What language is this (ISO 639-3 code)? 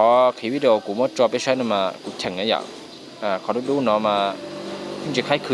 hmn